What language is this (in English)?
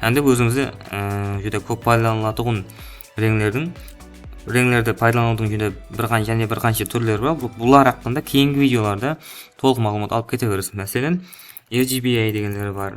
Kara-Kalpak